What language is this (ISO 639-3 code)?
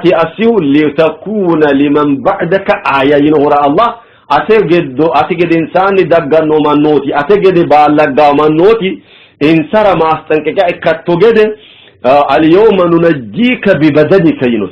sid